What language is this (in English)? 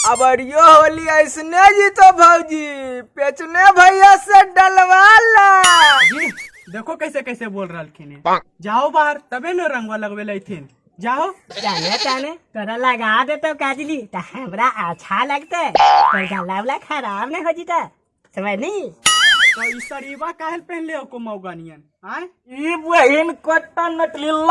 Magahi